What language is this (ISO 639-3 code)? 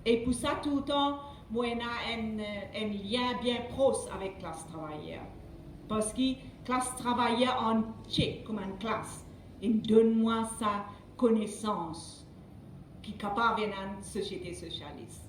mfe